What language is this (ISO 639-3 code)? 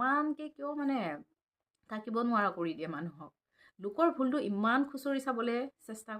asm